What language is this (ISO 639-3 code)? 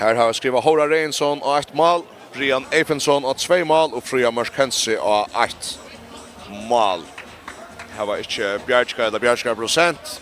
fao